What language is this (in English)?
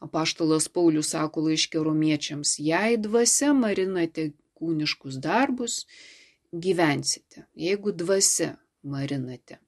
Lithuanian